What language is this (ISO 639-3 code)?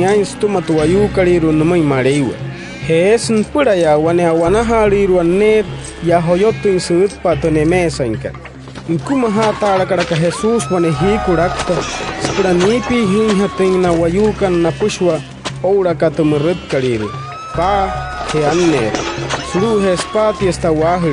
guc